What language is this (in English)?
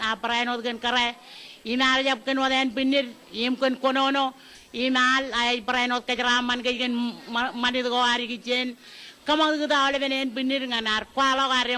Marshallese